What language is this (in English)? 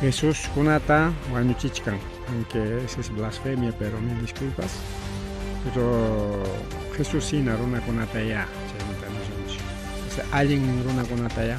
Ayacucho Quechua